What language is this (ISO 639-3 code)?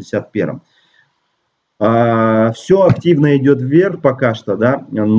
rus